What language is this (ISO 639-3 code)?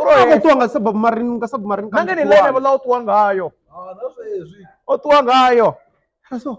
ven